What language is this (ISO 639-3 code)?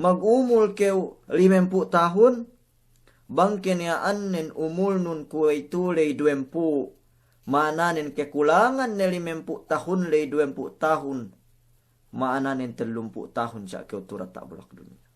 yka